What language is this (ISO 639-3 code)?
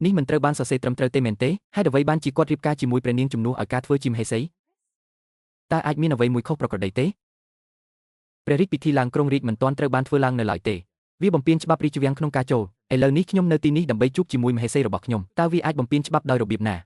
khm